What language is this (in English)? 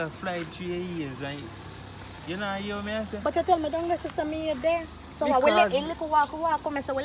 Jamaican Creole English